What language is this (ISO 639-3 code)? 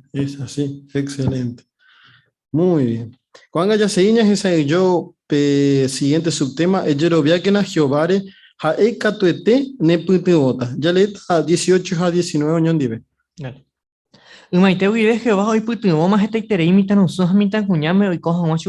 grn